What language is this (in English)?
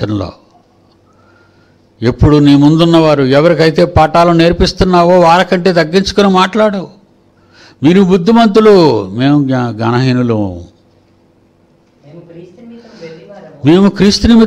Telugu